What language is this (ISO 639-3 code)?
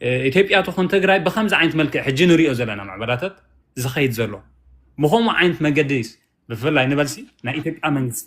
tir